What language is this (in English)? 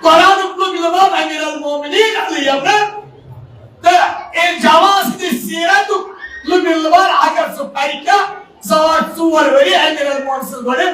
Kashmiri